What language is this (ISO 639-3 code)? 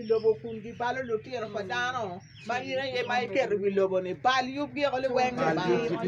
ach